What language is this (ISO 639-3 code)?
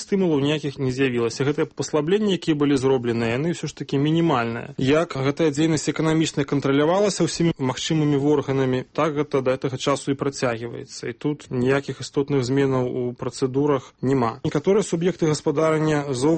bel